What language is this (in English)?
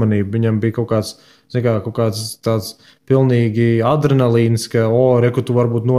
Latvian